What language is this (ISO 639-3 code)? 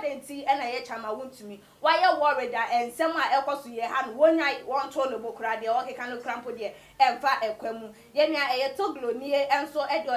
aka